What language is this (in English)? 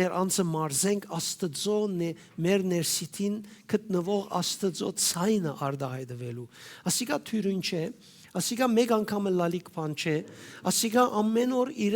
Western Armenian